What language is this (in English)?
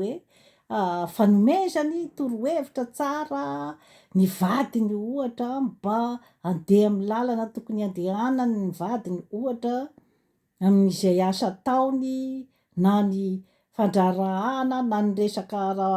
Malagasy